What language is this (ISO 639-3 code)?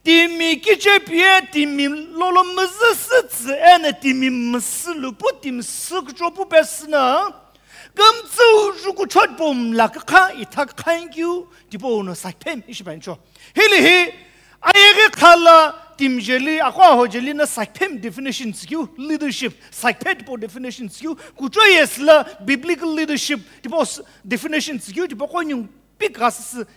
nsm